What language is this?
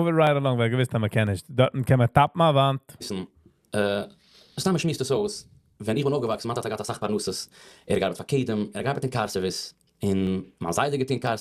Yiddish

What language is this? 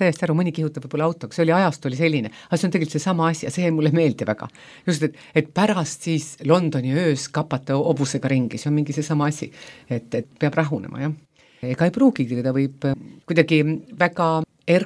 Estonian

